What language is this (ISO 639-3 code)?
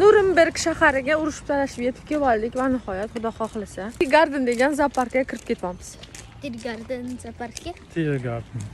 uzb